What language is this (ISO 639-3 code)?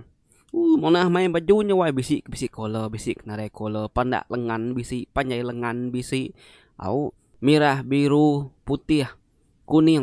iba